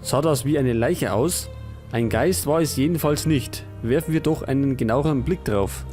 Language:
Bavarian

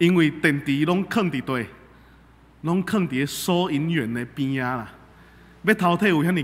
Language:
Min Nan Chinese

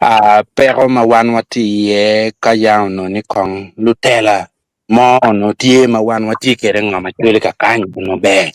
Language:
Acoli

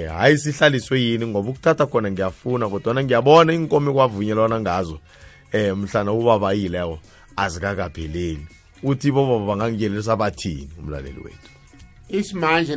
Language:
South Ndebele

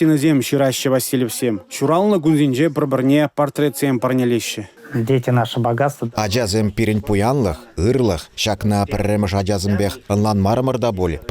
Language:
Chuvash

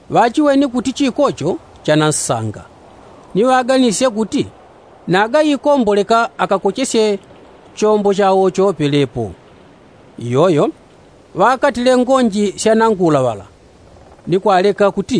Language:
Yao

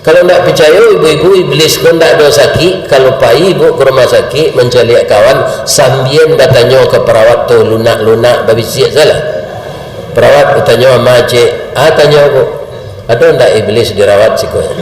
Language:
Minangkabau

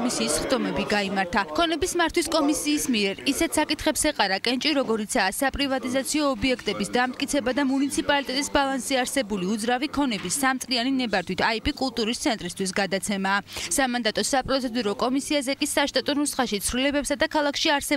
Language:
Georgian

